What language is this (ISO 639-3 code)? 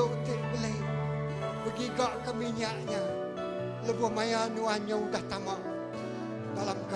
iba